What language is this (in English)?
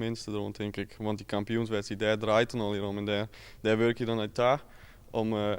Western Frisian